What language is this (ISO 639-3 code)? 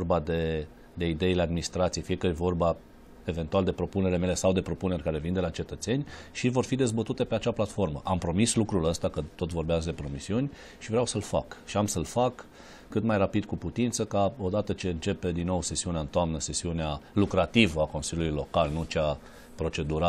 ron